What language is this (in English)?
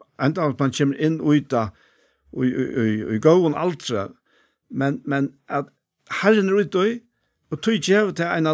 Faroese